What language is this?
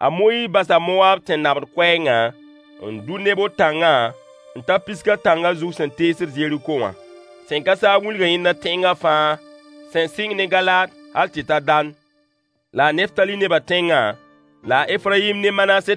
Mossi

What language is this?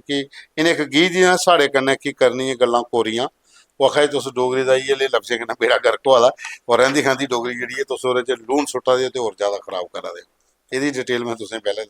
Dogri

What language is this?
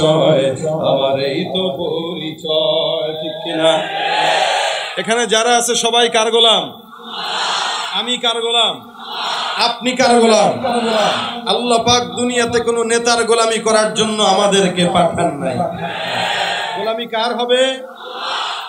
Bangla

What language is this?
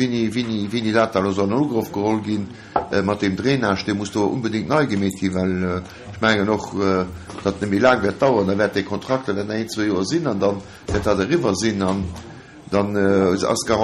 Luxembourgish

